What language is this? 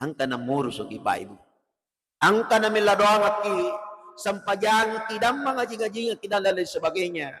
Buginese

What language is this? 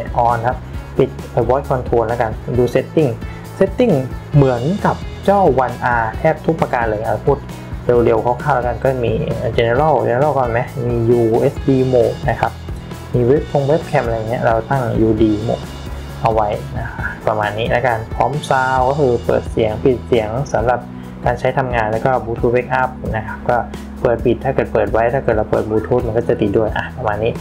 Thai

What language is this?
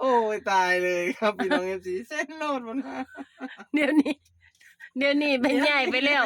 Lao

